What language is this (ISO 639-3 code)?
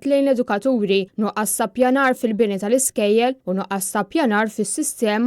mlt